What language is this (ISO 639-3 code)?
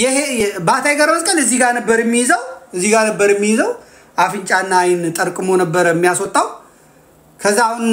amh